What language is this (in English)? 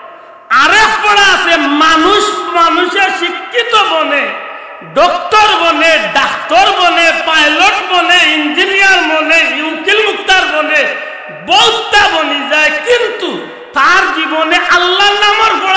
Sylheti